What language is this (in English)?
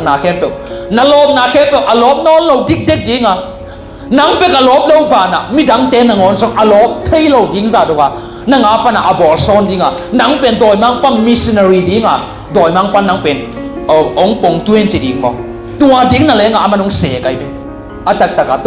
Tedim Chin